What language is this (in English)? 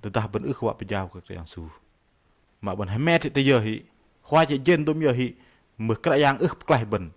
Bahnar